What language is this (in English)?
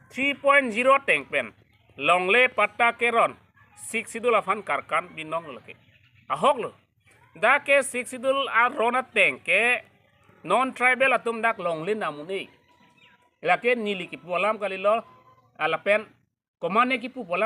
Karbi